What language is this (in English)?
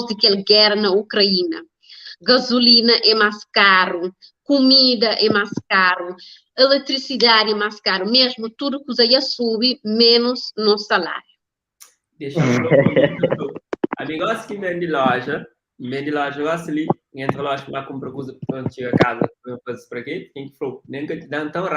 Kabuverdianu